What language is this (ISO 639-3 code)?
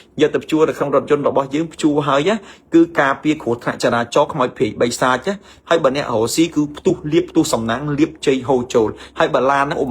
khm